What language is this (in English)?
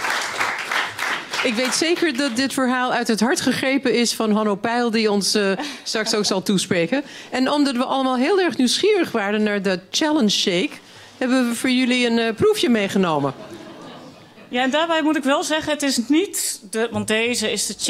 Dutch